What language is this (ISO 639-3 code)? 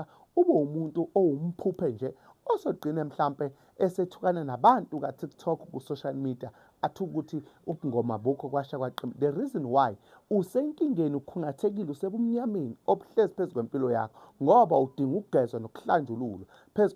zul